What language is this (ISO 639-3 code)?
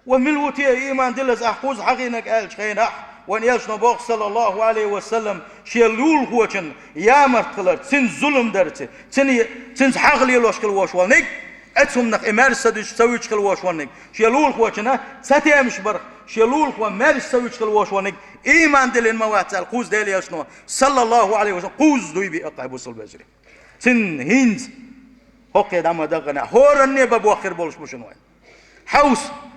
che